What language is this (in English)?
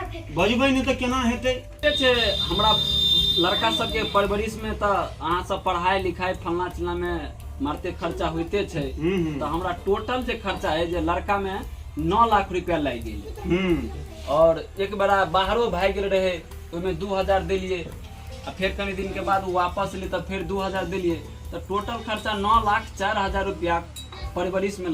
Maithili